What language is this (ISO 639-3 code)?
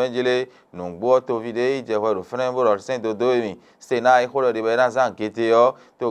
fon